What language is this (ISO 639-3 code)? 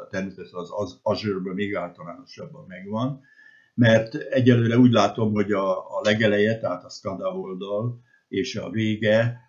hun